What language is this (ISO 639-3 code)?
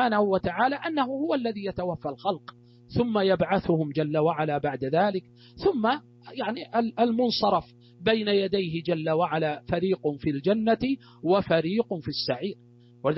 ara